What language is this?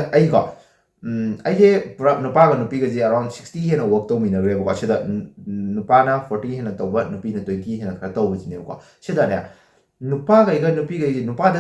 Manipuri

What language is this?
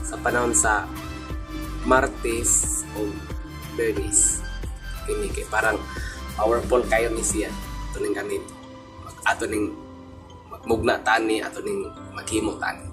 Cebuano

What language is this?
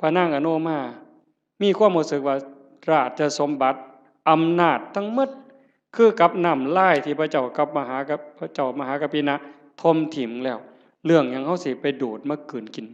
Northeastern Thai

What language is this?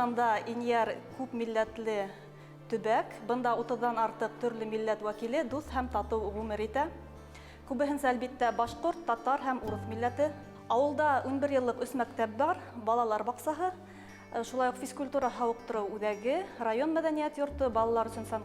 Bashkir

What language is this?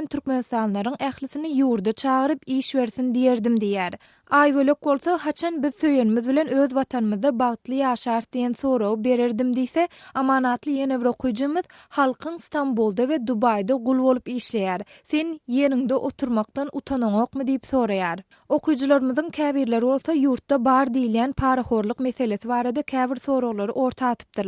Turkmen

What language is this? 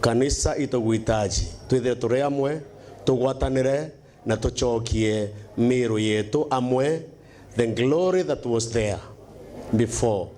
Meru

